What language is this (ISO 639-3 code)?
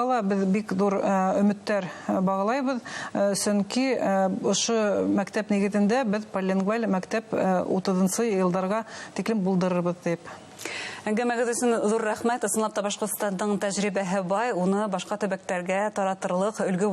bak